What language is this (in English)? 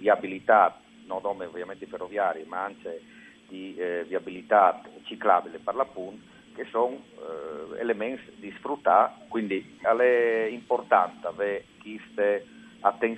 Friulian